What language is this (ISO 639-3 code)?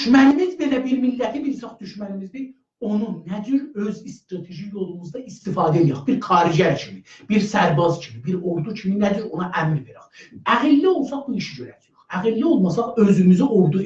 azb